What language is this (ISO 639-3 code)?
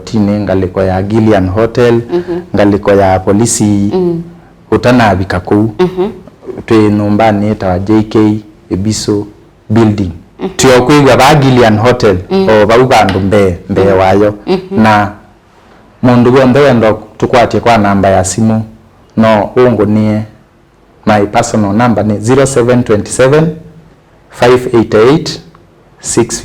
kam